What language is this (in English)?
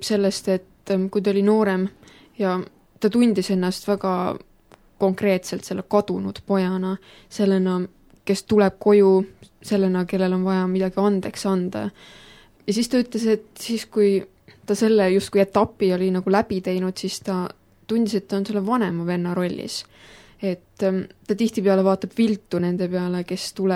Estonian